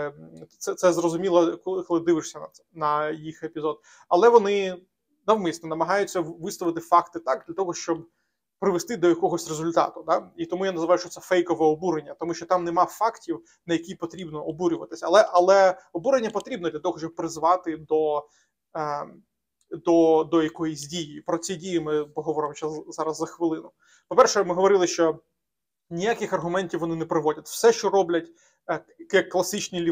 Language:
Ukrainian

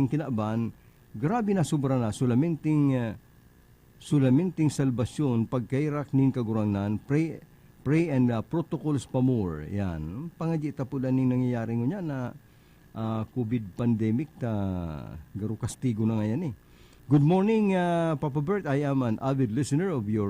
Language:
Bikol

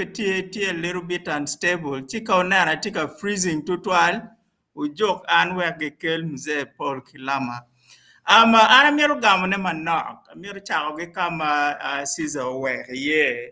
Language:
Acoli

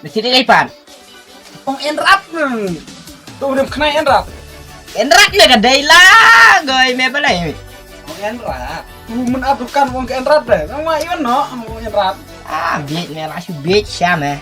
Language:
Khasi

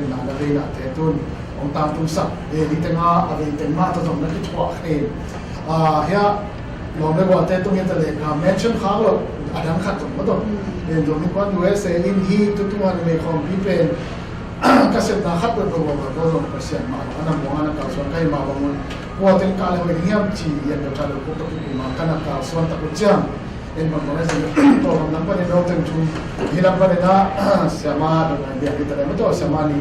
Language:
Tedim Chin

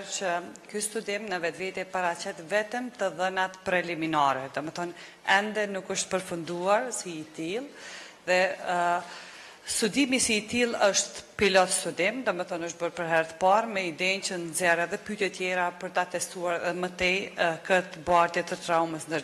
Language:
Albanian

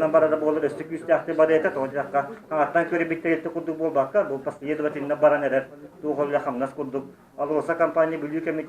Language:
Yakut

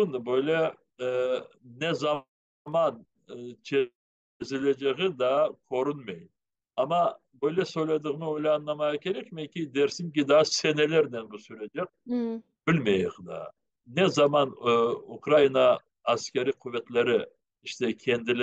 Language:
Crimean Tatar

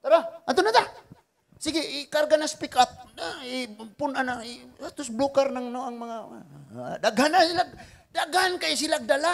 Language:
Cebuano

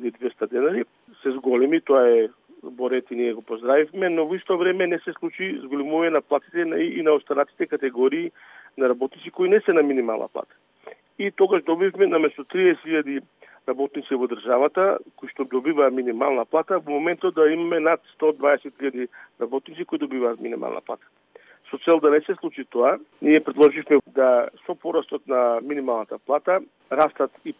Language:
Macedonian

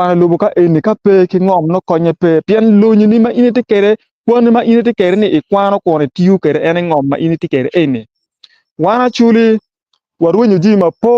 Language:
Acoli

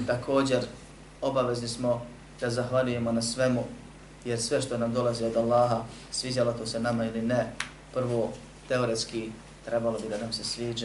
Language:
Bosnian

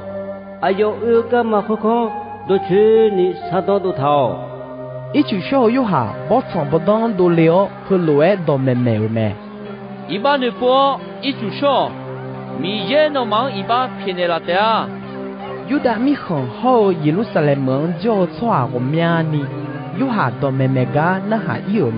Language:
Akha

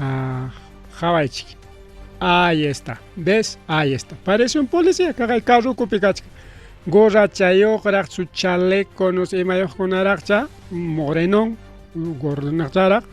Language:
Ayacucho Quechua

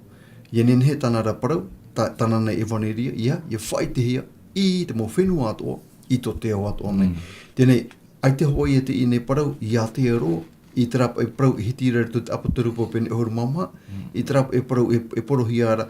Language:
Tahitian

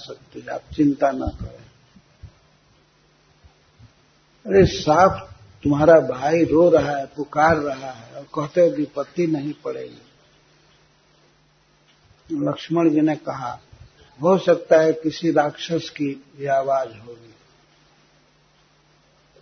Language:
Hindi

